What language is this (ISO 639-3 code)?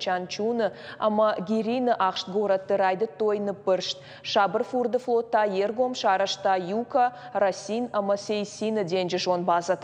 oss